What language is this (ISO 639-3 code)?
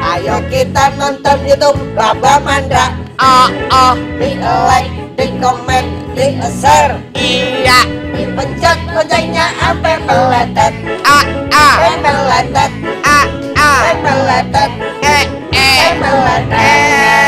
bew